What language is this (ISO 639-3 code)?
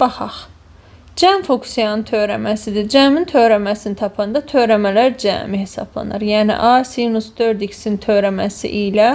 aze